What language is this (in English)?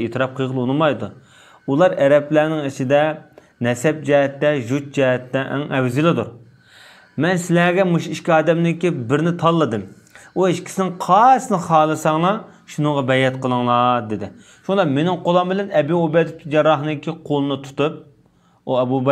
Uyghur